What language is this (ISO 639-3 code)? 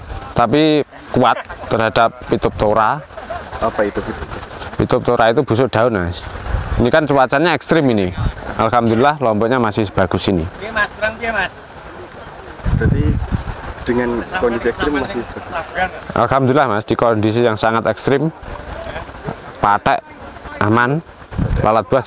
ind